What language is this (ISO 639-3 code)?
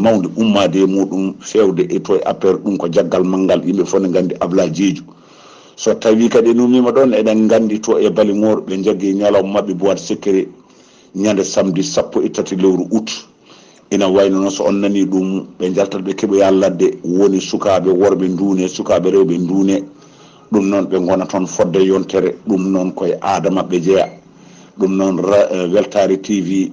ful